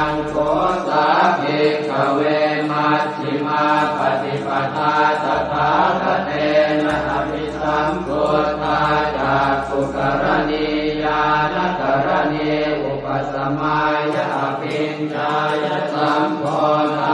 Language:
Pali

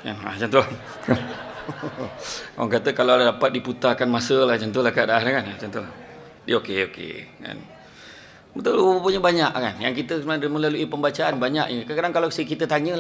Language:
Malay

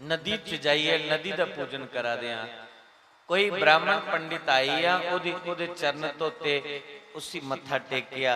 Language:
Dogri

